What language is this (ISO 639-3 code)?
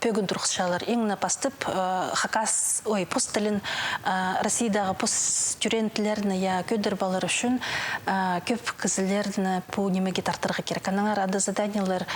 kjh